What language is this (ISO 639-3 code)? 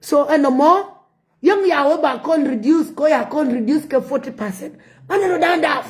nus